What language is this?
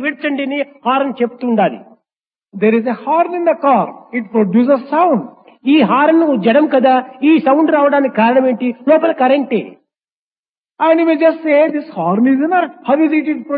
Telugu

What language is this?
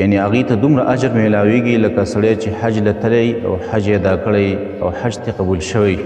Pashto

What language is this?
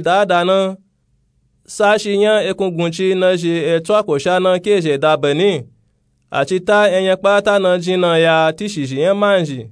Nupe-Nupe-Tako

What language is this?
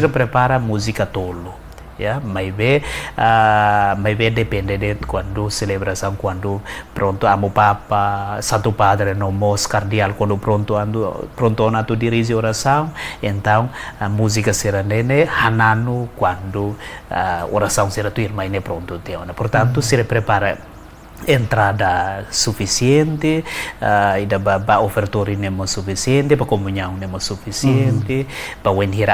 Tetum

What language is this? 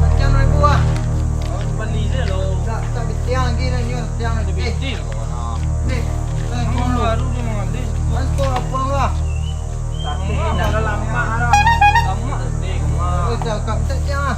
Minangkabau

